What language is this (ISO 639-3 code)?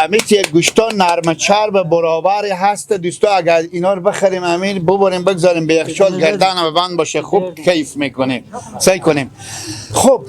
fas